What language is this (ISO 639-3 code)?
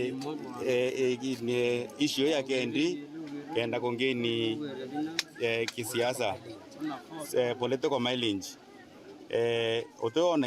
mer